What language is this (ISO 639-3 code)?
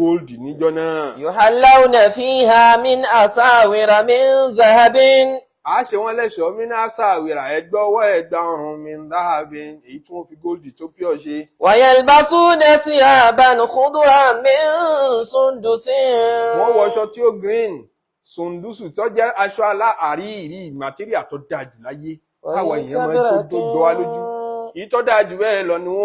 yor